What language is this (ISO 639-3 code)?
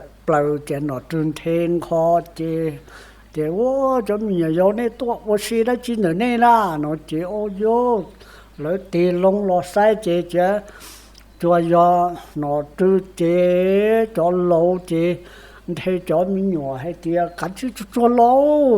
hmn